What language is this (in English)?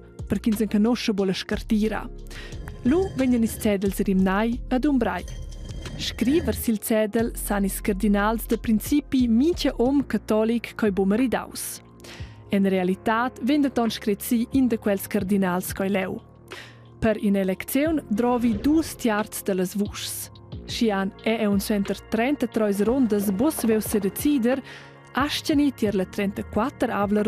Romansh